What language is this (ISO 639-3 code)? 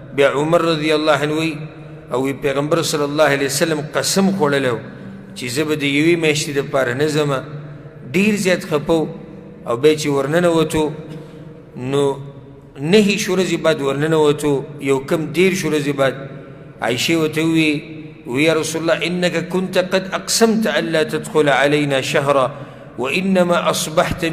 pus